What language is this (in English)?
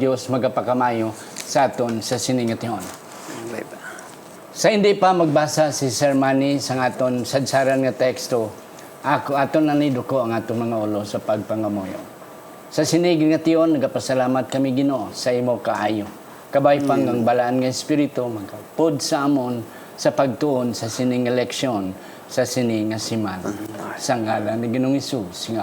Hiligaynon